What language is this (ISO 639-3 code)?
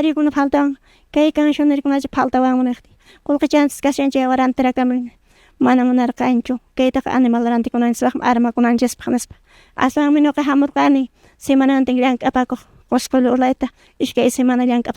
que